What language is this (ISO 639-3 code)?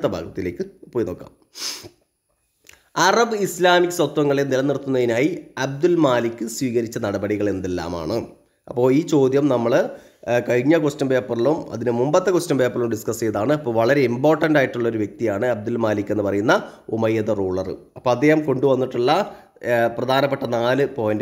mal